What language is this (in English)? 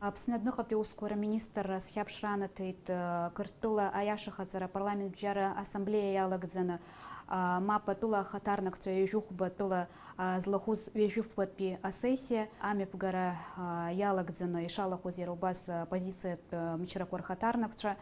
Abkhazian